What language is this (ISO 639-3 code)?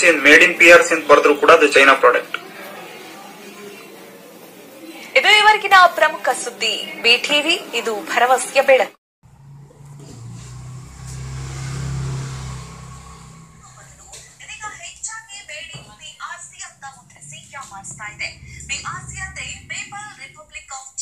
kan